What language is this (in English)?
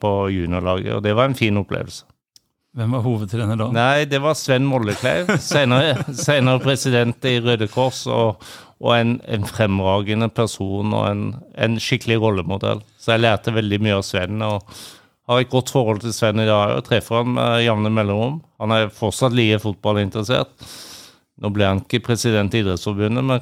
Norwegian